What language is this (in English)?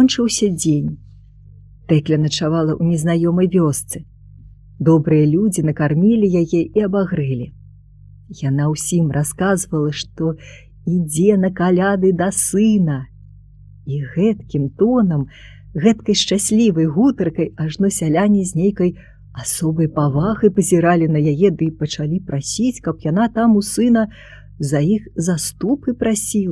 Belarusian